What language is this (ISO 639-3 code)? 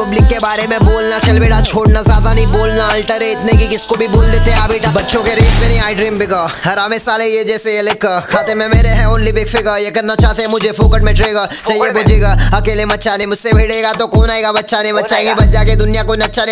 hin